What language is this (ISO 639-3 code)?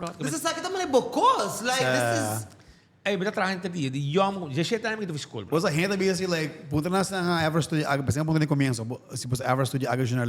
pap